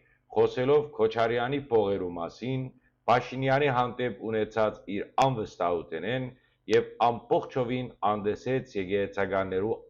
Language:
Western Armenian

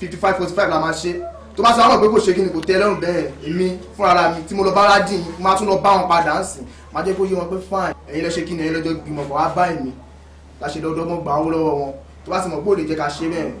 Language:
Yoruba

